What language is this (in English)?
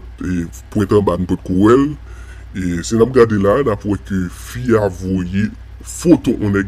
Haitian Creole